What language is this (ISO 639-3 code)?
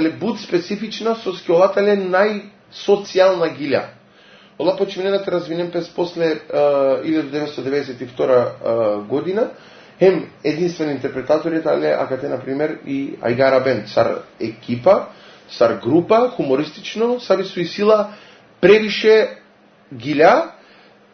mkd